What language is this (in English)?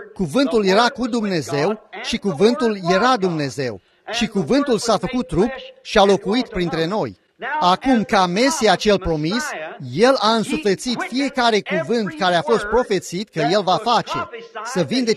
Romanian